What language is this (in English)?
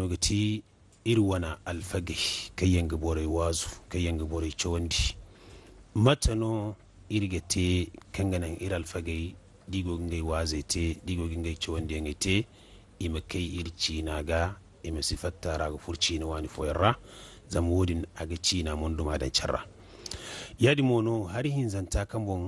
Zarma